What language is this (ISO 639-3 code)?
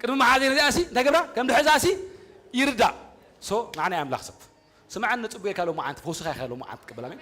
tir